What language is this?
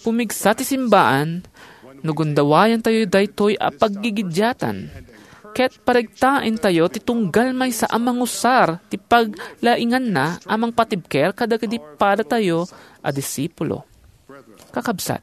Iloko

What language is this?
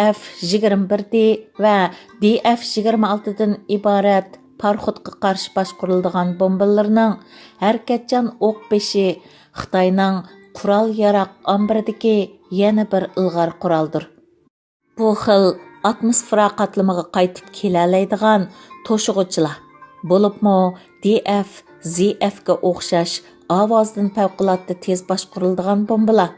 Uyghur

